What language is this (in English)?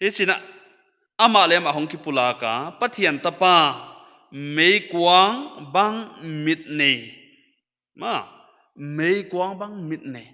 Paite Chin